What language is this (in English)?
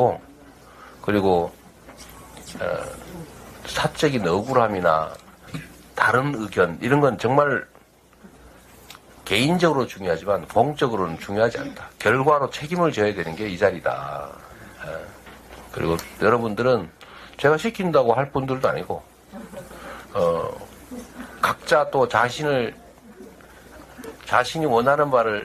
Korean